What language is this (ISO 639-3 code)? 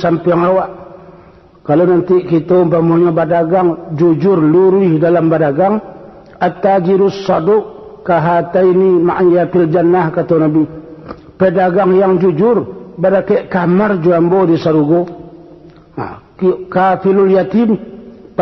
min